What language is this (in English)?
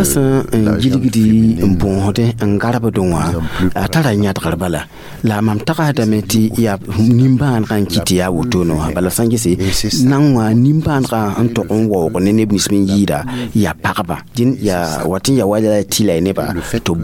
Mossi